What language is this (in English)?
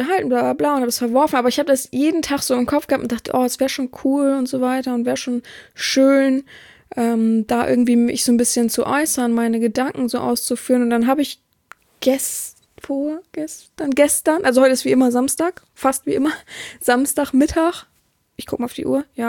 German